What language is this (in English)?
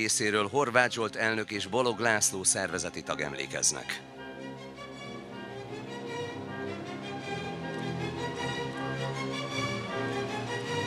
Hungarian